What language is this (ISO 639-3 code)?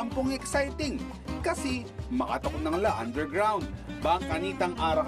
pam